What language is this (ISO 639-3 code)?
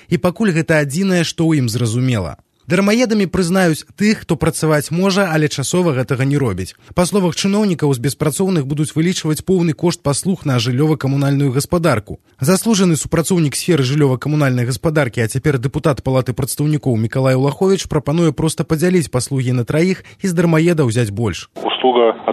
bel